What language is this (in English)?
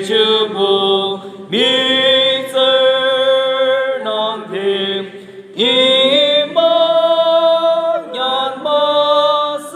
Yimchungru Naga